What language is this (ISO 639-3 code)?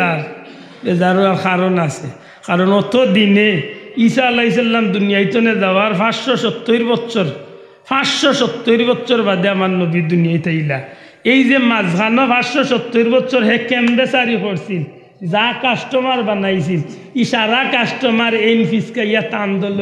syl